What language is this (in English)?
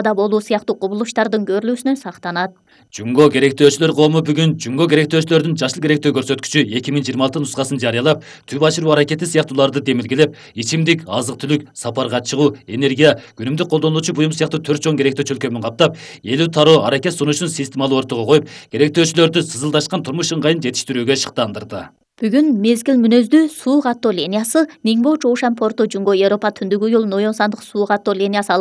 Kyrgyz